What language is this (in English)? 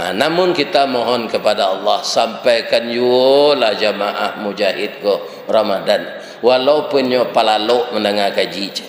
Minangkabau